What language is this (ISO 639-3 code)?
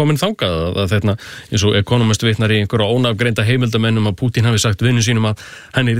isl